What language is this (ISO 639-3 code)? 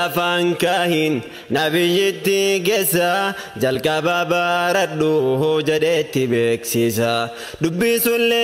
orm